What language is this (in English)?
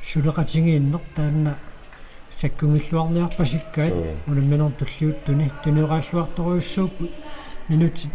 Kalaallisut